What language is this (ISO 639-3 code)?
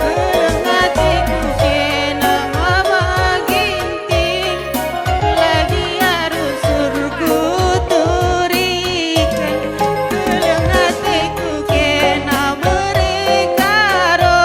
btx